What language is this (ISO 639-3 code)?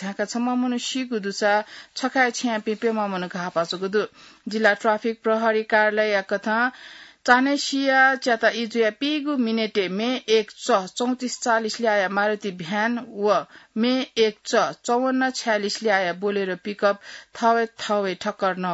new